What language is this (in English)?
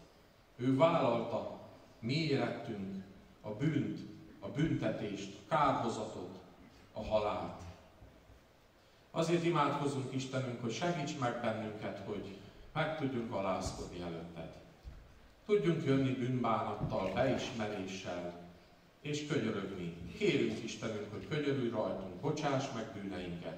Hungarian